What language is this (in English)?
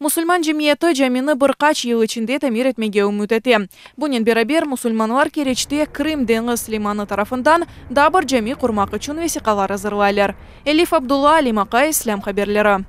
Crimean Tatar